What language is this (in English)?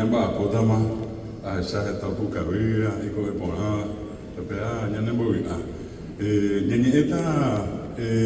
Guarani